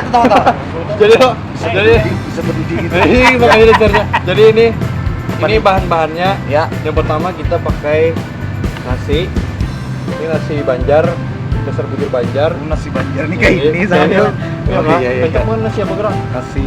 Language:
Banjar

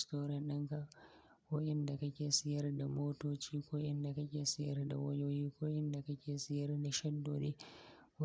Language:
Hausa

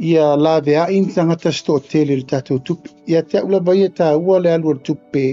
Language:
Samoan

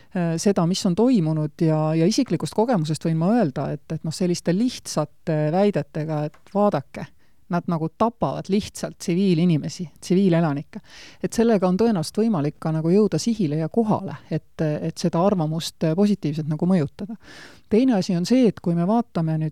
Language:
Estonian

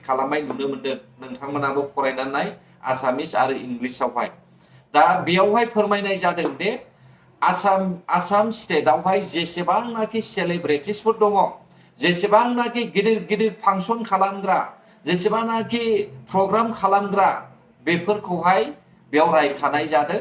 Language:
Bodo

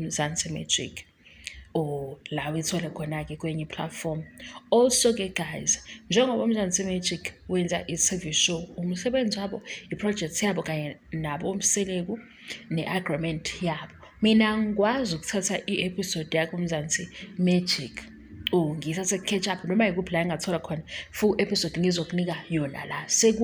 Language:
Zulu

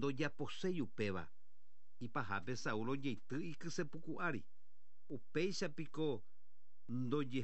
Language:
Guarani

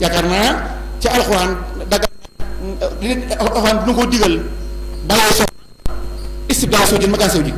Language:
Wolof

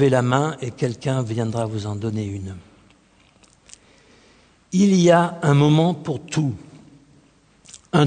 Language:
French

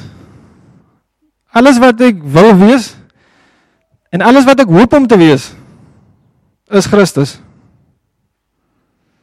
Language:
Afrikaans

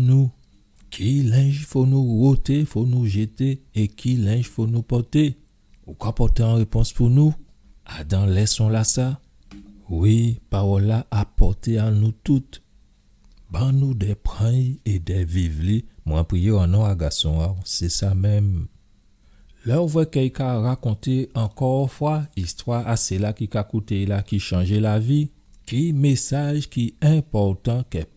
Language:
Guadeloupean Creole French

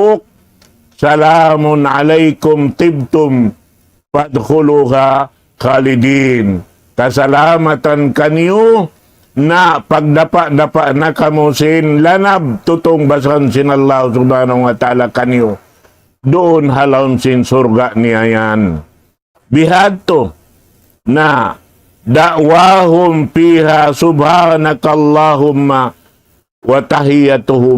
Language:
Tausug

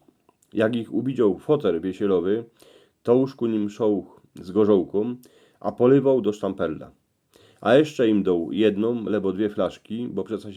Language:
Silesian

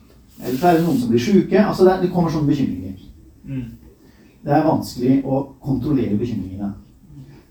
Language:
Norwegian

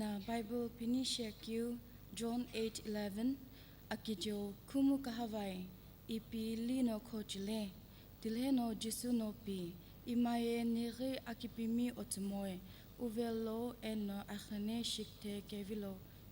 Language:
Sumi Naga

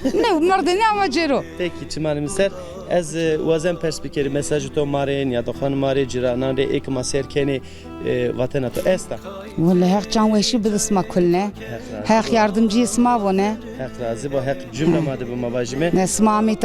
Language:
Zaza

